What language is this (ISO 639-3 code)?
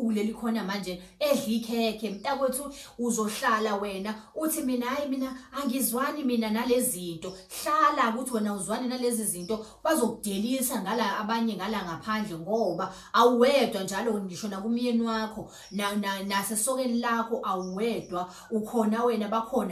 zul